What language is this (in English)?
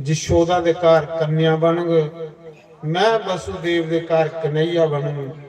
Dogri